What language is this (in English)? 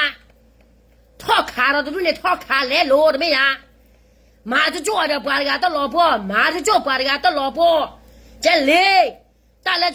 S'gaw Karen